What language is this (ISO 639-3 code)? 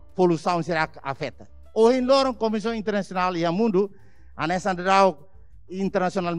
tet